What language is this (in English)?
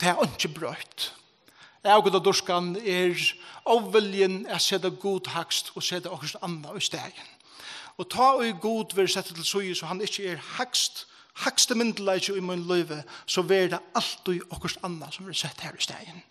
Faroese